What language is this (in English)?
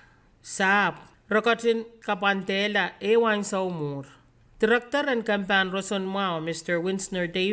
Pohnpeian